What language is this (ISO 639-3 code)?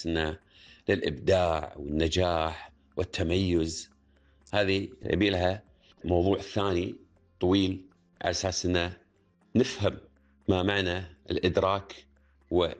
afb